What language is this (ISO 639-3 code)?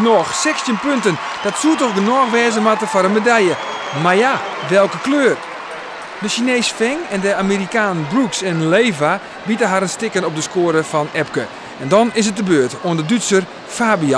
fry